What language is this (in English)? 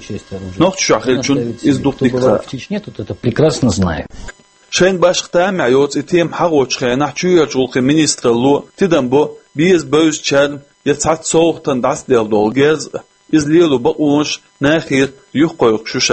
Chechen